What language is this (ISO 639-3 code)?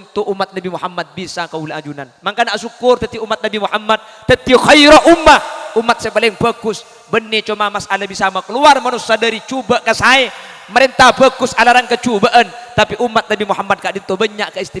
mad